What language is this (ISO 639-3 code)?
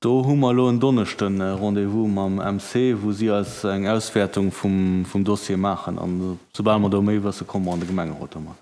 ltz